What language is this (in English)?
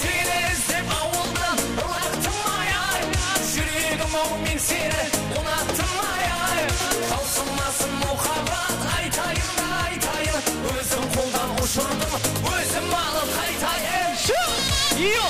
Kara-Kalpak